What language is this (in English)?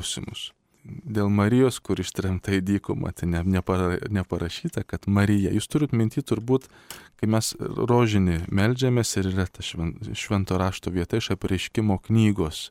Lithuanian